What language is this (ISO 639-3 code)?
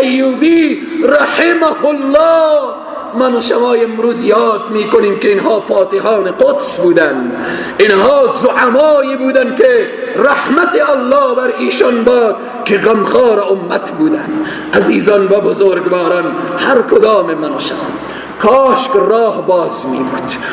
fas